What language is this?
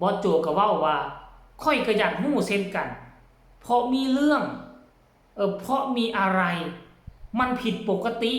Northeastern Thai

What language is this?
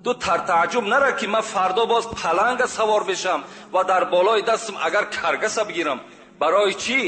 Tajik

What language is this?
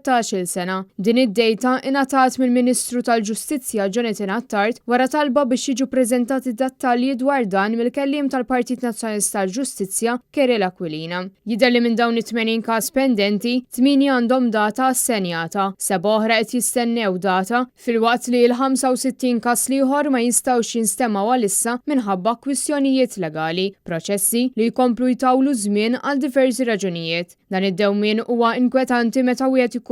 Maltese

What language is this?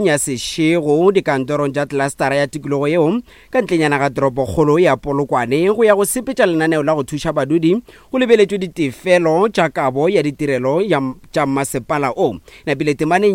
Northern Sotho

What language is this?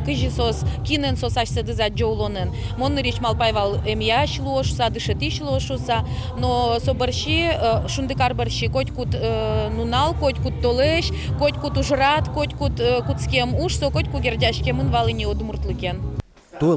Udmurt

